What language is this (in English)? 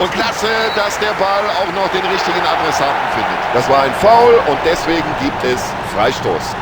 Bavarian